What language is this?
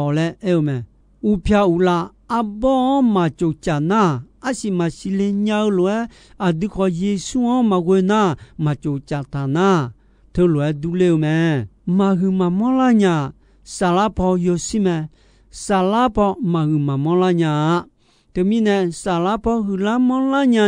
Akha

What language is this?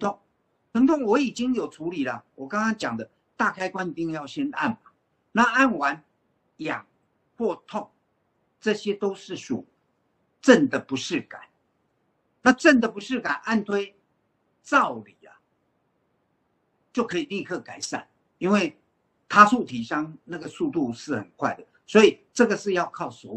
Chinese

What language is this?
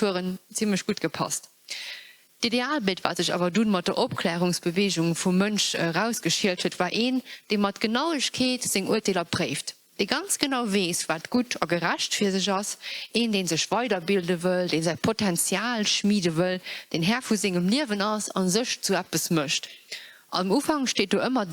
Luxembourgish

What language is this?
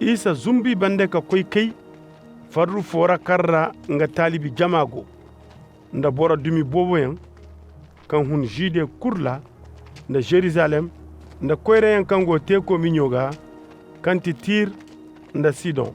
Koyraboro Senni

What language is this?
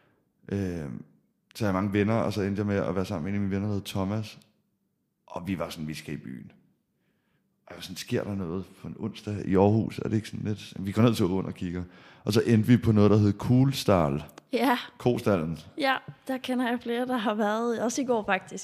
Danish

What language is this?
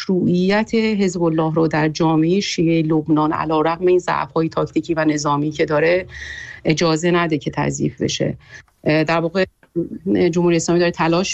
Persian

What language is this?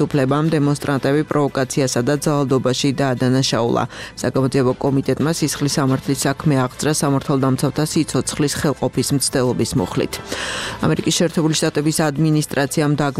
Georgian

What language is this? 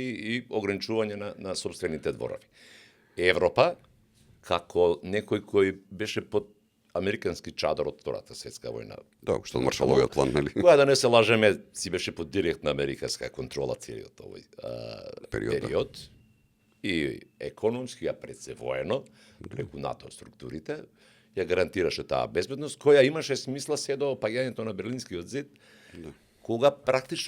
Macedonian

